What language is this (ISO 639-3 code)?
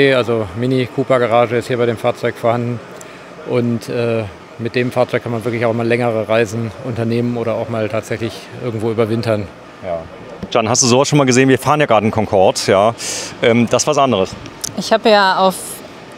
deu